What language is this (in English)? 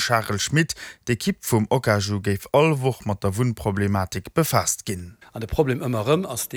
Luxembourgish